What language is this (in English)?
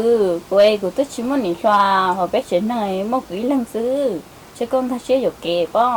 Hmong